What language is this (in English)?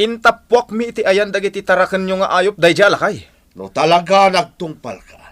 Iloko